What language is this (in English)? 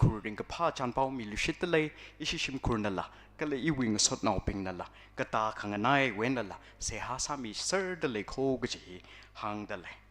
Tangkhul Naga (India)